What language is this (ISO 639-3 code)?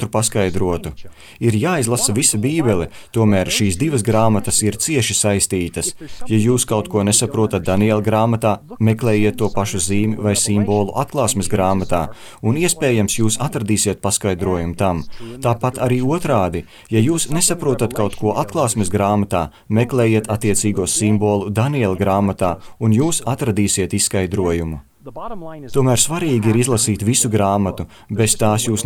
lav